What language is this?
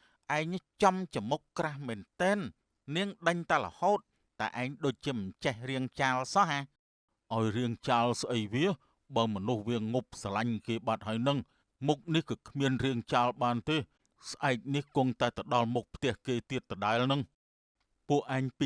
Khmer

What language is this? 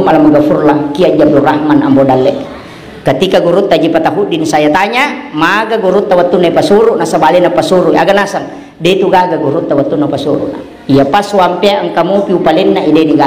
Buginese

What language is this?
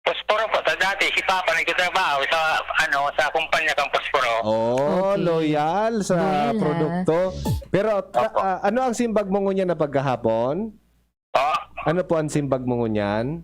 Bikol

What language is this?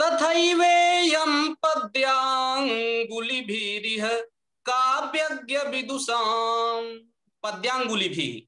Sanskrit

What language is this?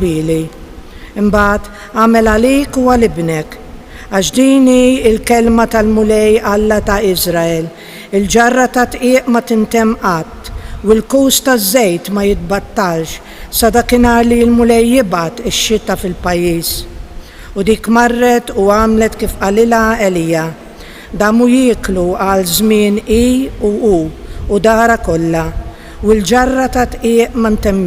Maltese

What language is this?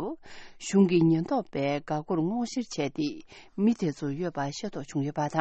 Tibetan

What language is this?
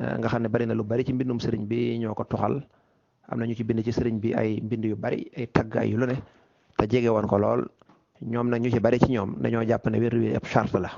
Wolof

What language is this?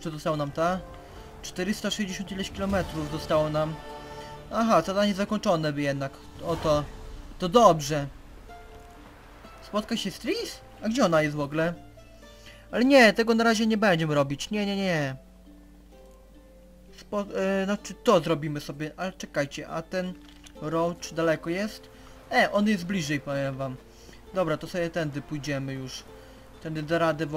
Polish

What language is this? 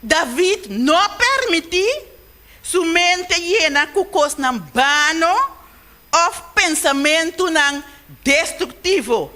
Papiamento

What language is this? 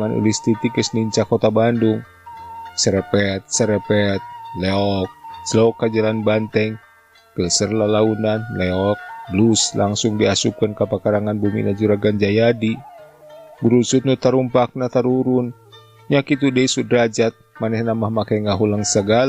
Sundanese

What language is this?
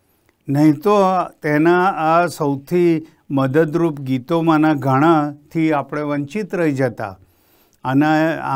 Gujarati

